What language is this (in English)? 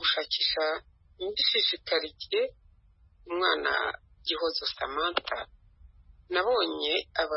Kinyarwanda